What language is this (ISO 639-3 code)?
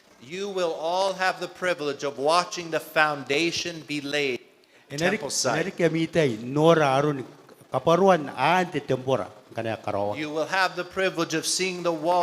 gil